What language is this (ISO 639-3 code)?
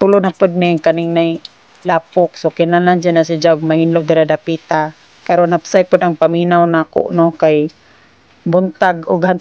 ceb